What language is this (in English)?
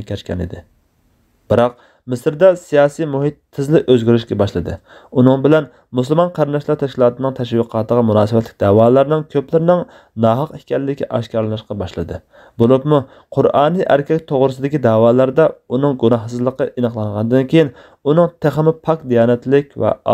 Uyghur